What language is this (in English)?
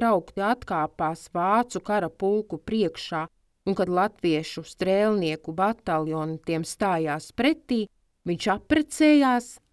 Latvian